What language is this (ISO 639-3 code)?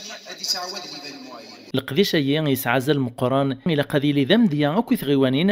kab